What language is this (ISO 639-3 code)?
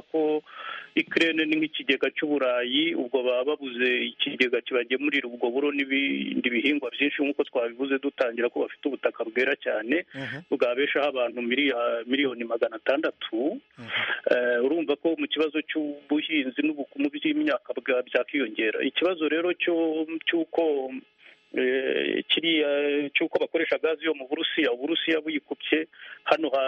kin